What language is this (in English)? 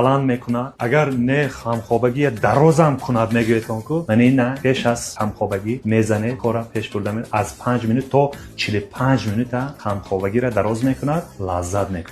Tajik